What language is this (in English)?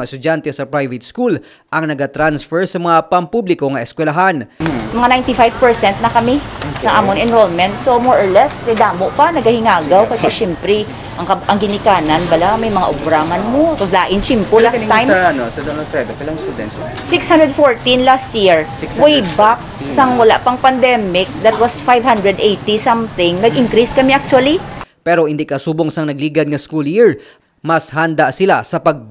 Hiligaynon